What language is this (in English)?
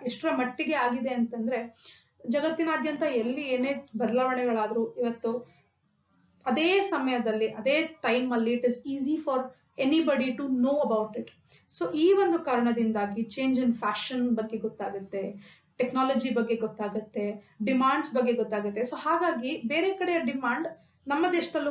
Kannada